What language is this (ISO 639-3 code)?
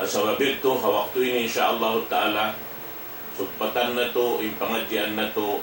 tsg